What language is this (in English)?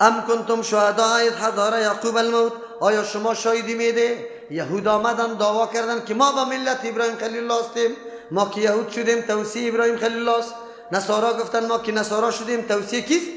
Persian